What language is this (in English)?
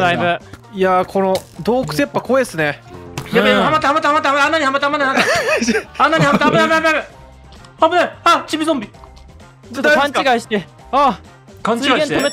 Japanese